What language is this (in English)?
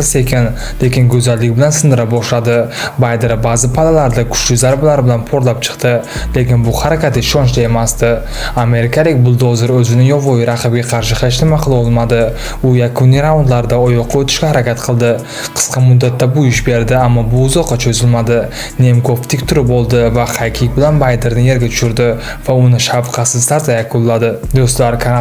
Uzbek